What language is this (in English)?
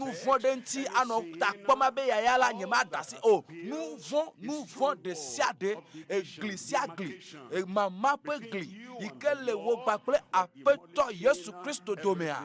Ewe